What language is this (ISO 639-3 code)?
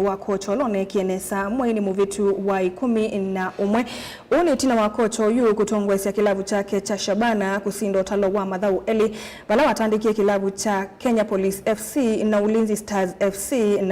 kam